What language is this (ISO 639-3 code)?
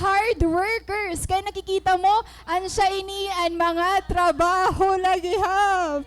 war